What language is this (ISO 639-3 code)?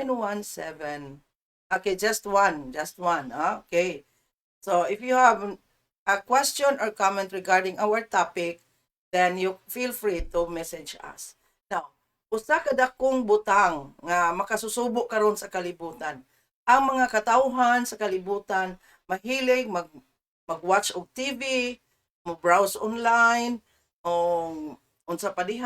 ceb